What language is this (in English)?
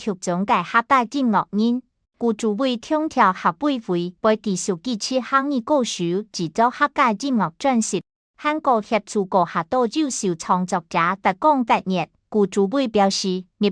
Hakka Chinese